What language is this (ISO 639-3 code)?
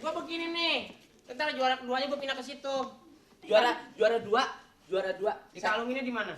bew